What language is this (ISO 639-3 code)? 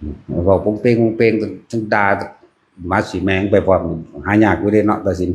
tts